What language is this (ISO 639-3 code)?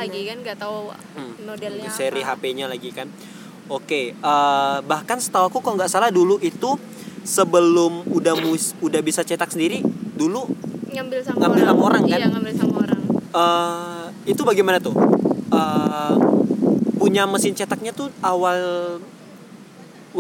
ind